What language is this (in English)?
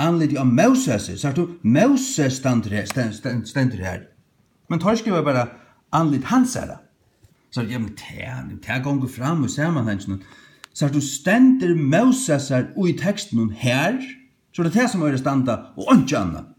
Faroese